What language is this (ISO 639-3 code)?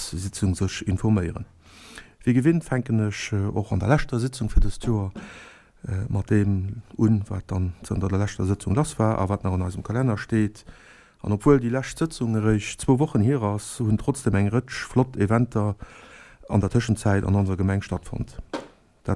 ltz